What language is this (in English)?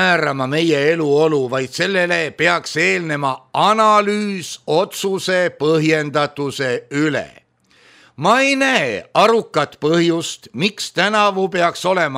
Estonian